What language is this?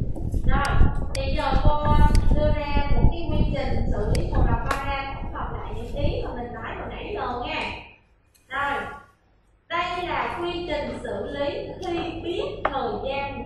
Vietnamese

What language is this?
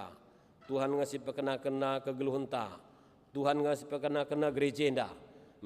Batak Karo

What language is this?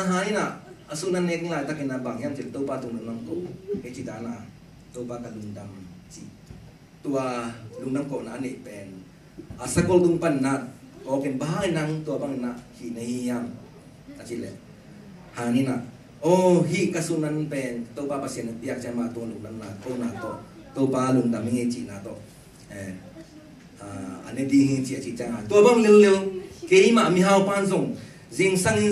Tedim Chin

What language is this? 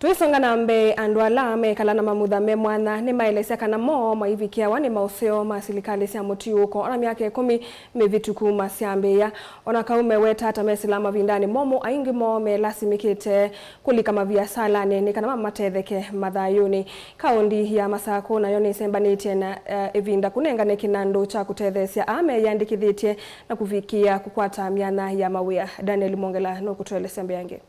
Kamba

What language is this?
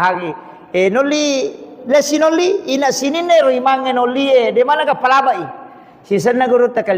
Buginese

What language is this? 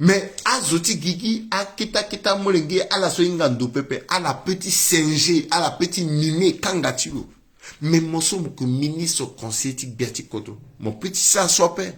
Sango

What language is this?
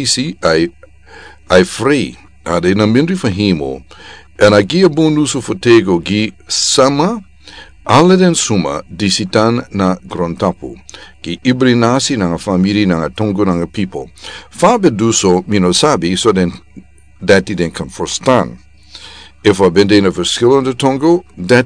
Sranan Tongo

